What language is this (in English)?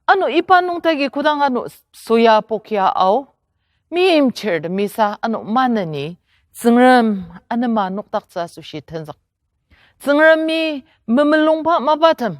Ao Naga